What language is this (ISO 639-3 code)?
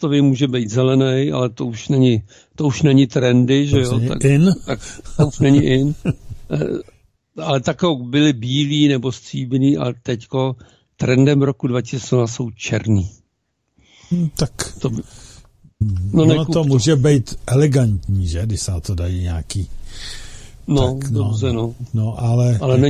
ces